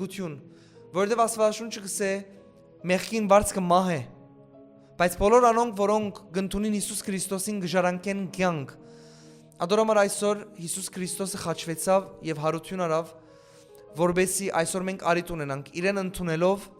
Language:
Western Armenian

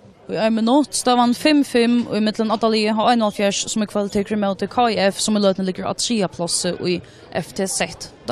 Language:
Faroese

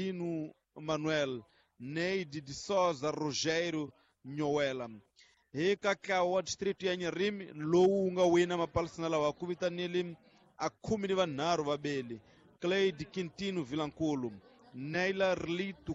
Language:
Tsonga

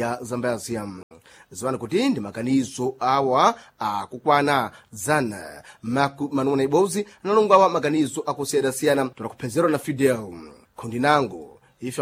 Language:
Sena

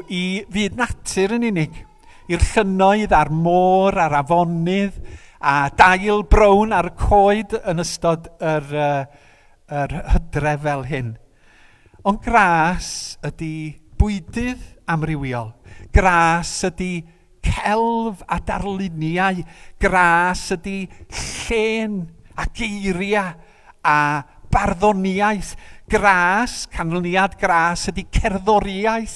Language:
Welsh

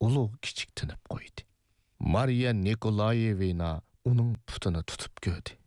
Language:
Uyghur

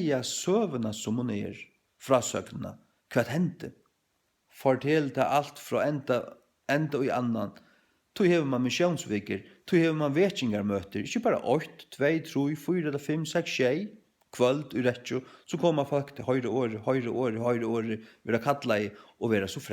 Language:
Faroese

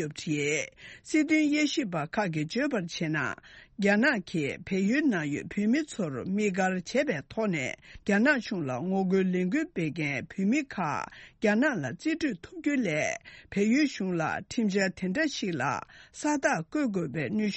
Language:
Tibetan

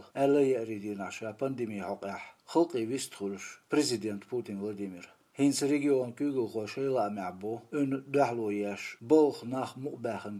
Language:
Chechen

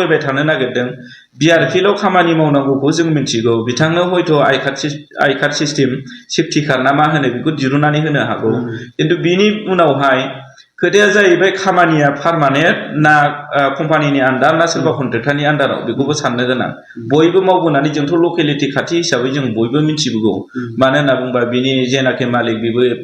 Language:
Bodo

